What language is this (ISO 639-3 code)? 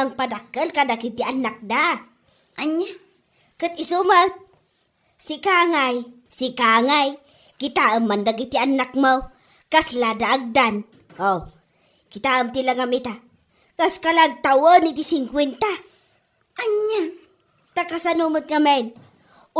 ilo